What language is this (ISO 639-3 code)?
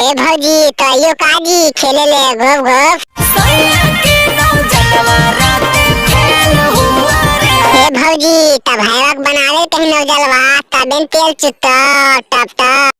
mag